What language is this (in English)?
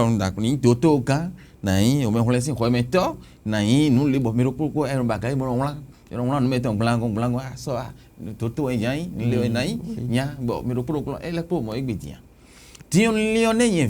Fon